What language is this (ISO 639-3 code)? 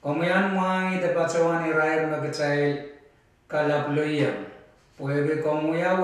pon